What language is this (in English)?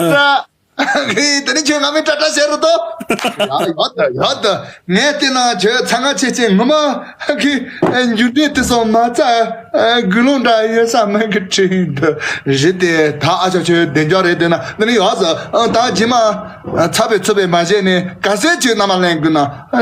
Tibetan